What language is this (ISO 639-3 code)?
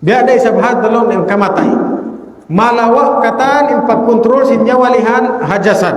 tsg